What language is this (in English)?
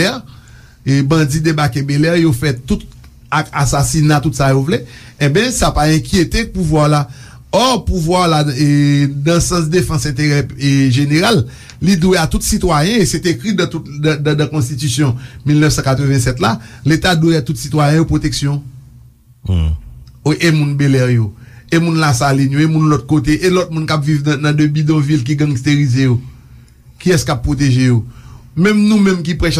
Haitian Creole